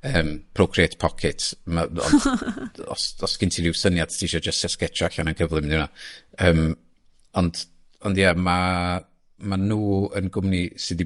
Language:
Welsh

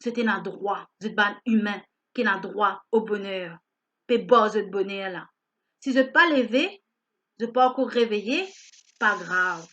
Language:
Morisyen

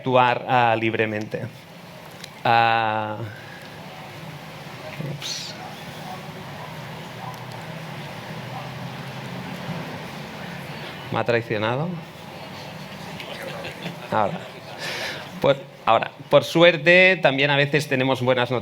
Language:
Spanish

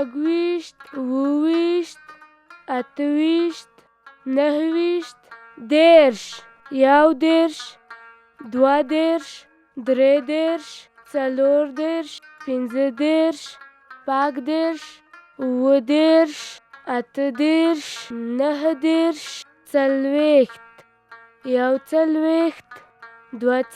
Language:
Pashto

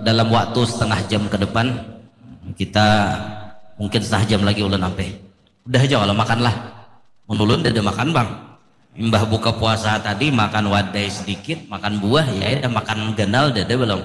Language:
Banjar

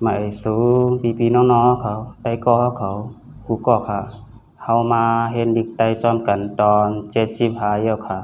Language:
Shan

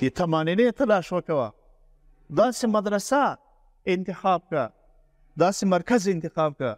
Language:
Pashto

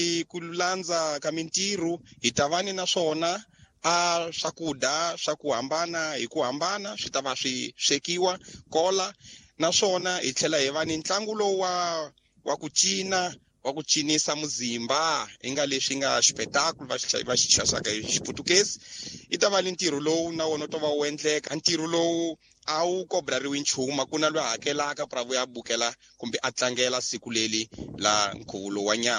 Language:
Tsonga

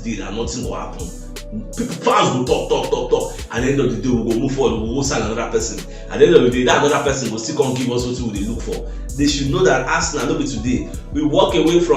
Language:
Nigerian Pidgin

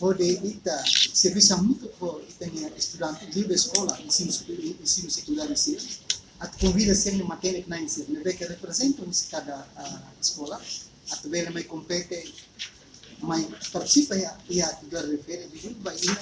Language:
Tetum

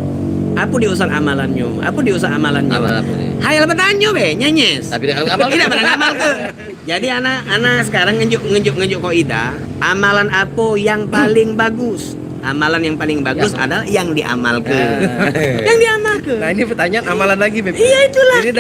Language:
Musi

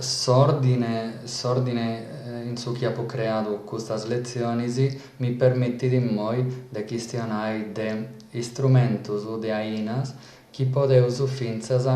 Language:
Sardinian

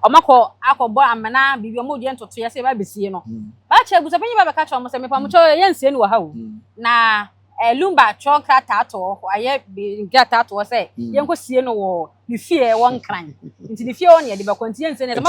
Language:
Akan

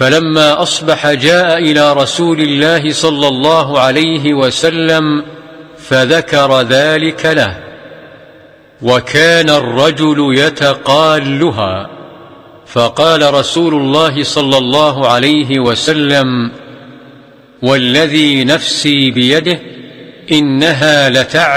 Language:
Arabic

